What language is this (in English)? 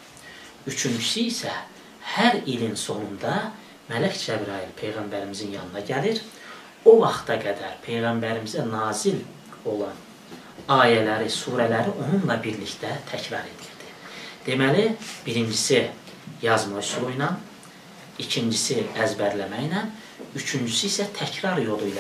Azerbaijani